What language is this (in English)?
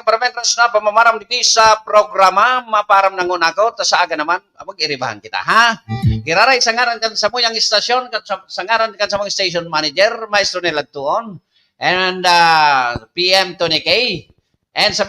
Bikol